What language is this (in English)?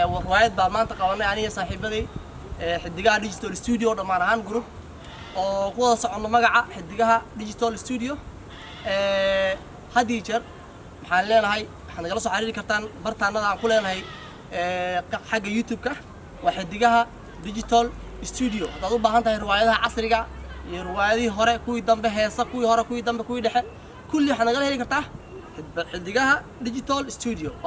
Somali